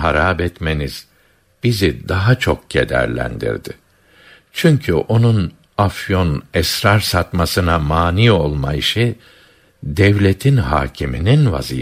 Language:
Turkish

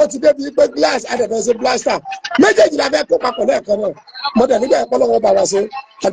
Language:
Yoruba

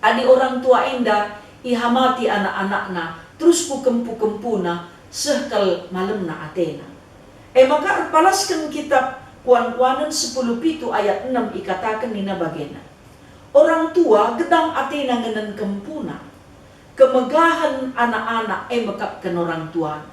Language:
Batak Karo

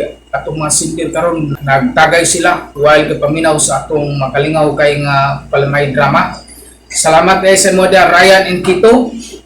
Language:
Cebuano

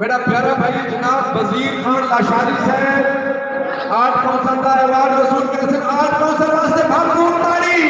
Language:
Saraiki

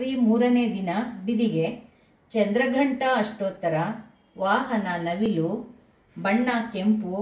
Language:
Kannada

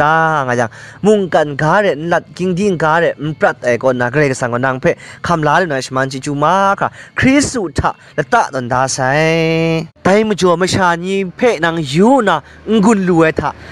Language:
Kachin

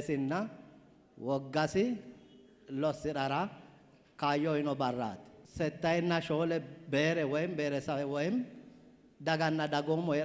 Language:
Sidamo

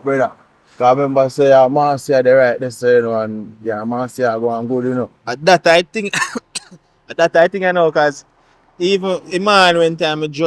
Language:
Jamaican Creole English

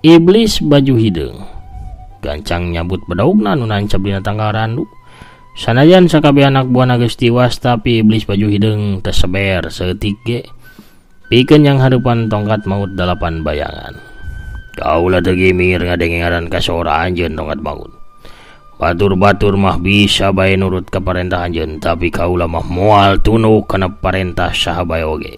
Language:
Sundanese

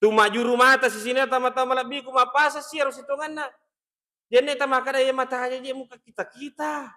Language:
Buginese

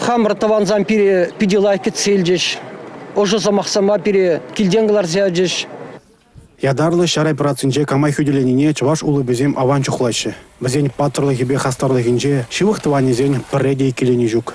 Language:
Chuvash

